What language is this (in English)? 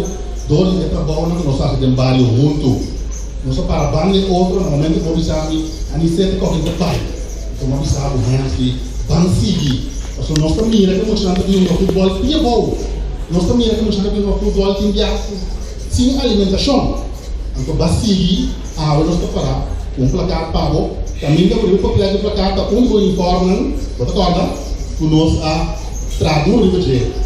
Papiamento